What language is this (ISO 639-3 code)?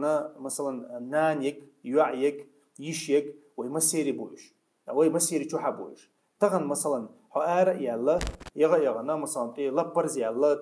che